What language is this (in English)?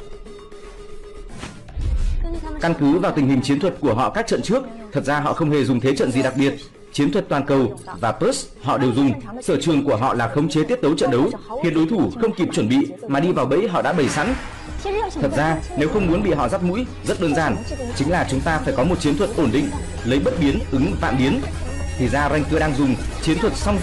Vietnamese